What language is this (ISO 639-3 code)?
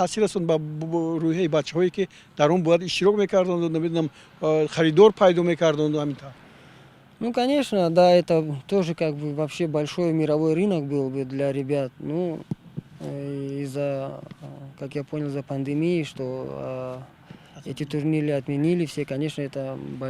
tgk